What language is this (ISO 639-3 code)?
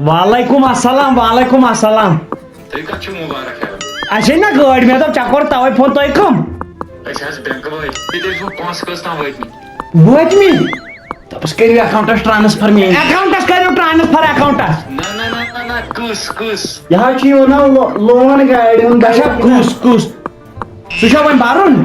kas